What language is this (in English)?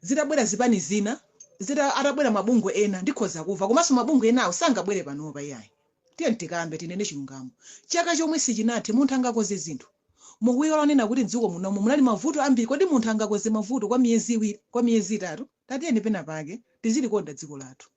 Nyanja